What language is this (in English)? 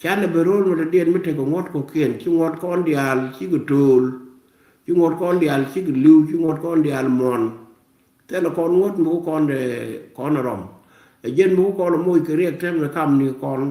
Nuer